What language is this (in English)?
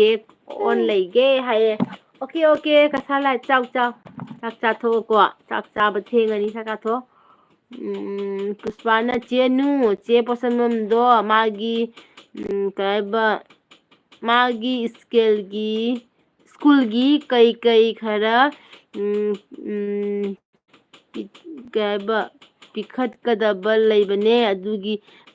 Manipuri